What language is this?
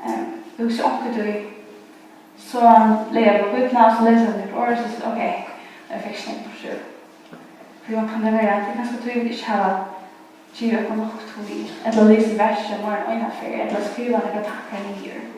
Faroese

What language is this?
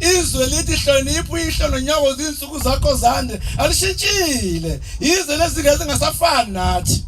Zulu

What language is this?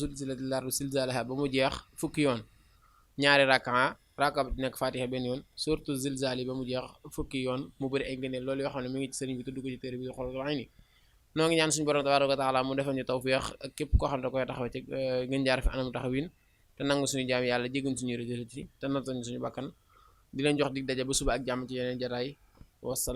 Wolof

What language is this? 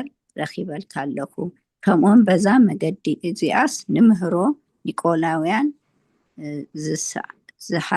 Tigrinya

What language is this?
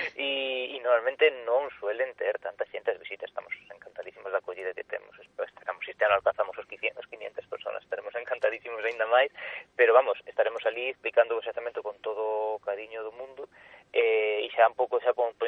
Galician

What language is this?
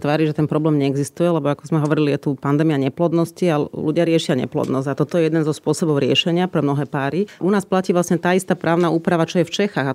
Slovak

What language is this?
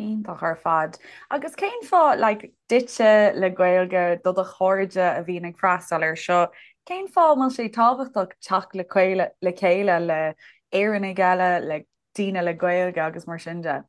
Irish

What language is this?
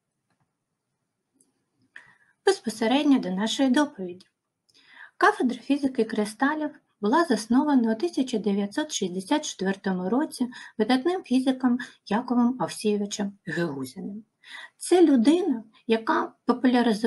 Ukrainian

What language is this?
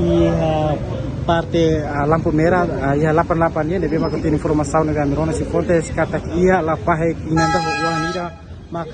Tetum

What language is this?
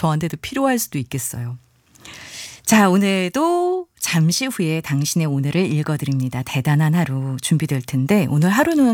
Korean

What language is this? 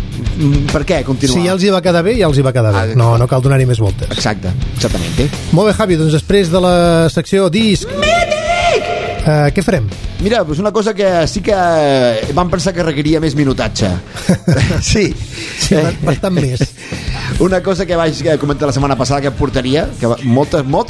Catalan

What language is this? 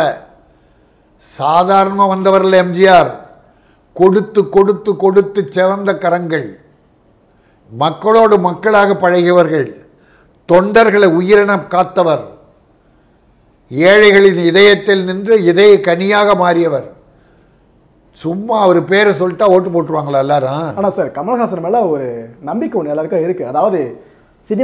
Tamil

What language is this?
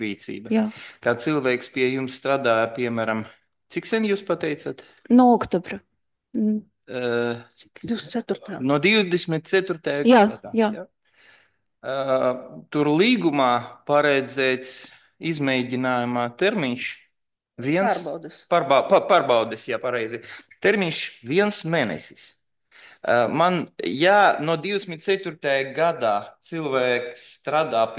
Latvian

